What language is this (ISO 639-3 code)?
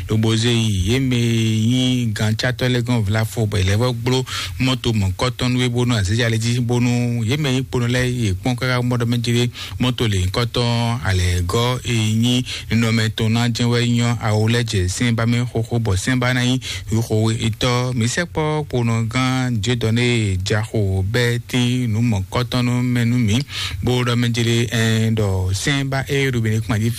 fon